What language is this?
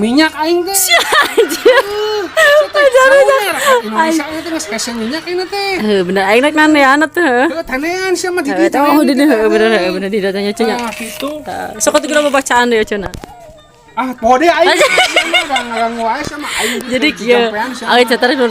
Sundanese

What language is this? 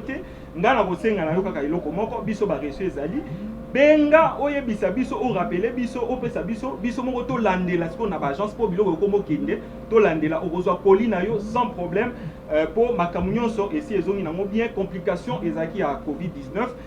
Lingala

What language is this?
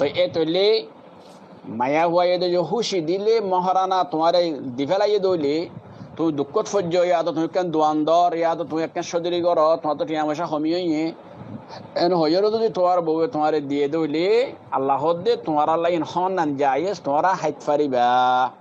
Rohingya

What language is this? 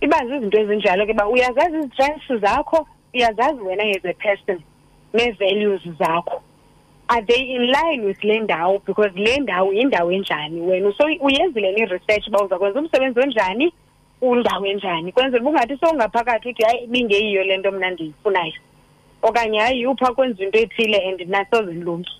Xhosa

